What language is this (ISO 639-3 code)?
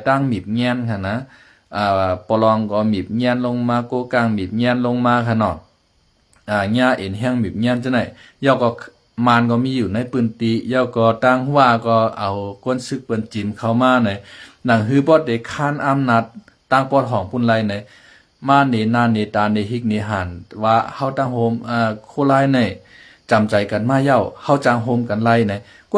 shn